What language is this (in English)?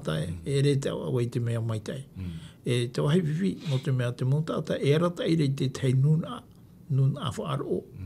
Tahitian